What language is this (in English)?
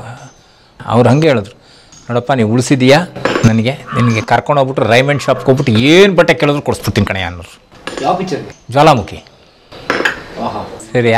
Kannada